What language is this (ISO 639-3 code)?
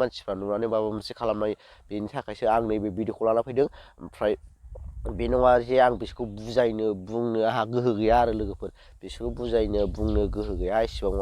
brx